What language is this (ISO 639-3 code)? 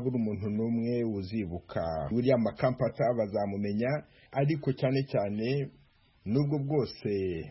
kin